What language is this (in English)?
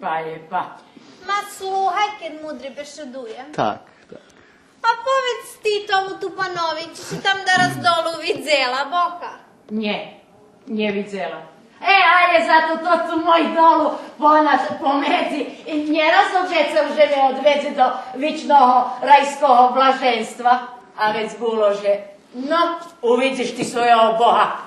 Rusyn